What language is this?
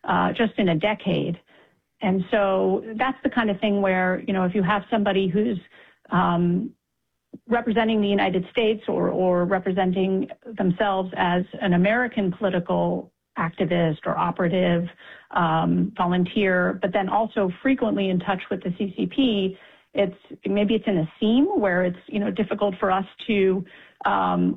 English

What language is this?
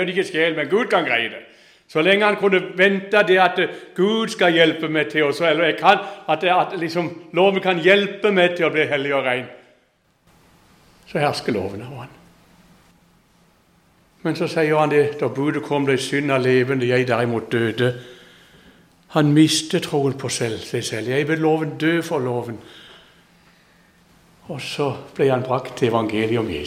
Norwegian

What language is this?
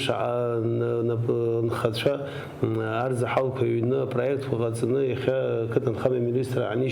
Abkhazian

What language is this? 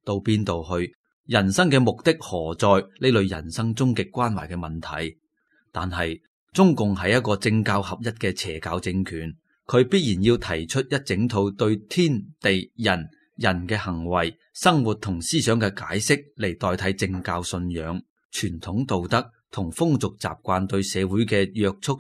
Cantonese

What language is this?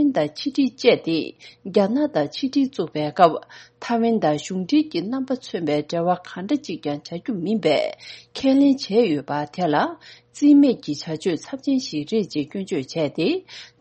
Tibetan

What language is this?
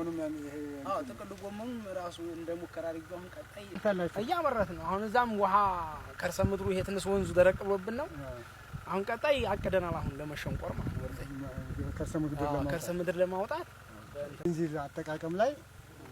Amharic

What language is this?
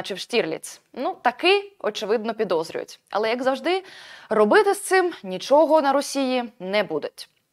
Ukrainian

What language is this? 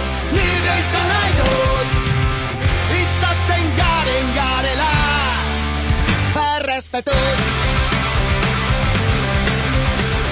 Basque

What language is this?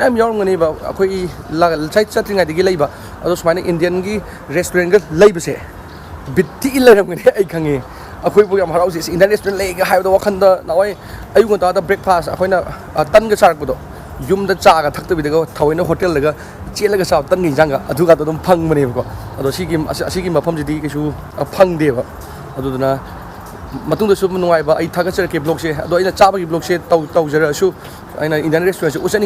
Manipuri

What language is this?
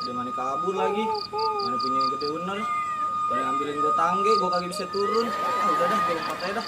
Betawi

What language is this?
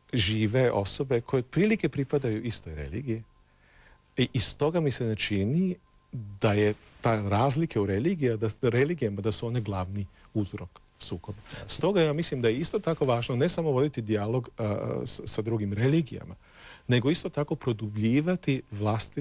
Croatian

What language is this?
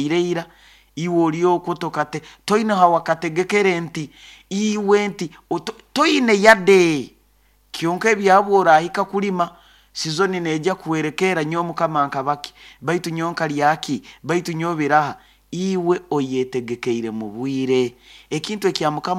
Nyoro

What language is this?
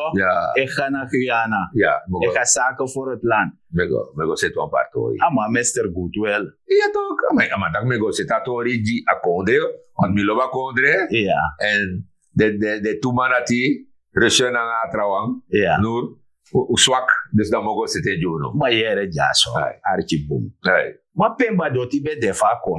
Sranan Tongo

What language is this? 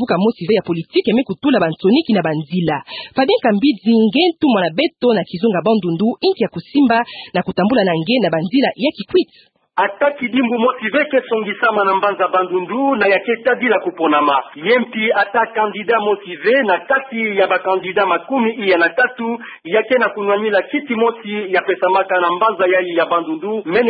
Kituba (Democratic Republic of Congo)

